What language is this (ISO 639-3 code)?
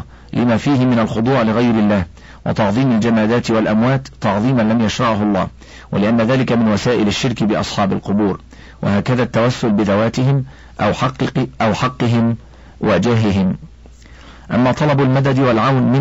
ara